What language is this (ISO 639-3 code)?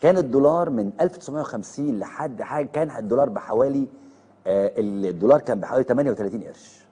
arz